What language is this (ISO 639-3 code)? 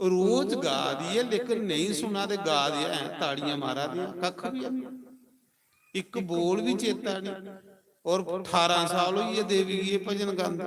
doi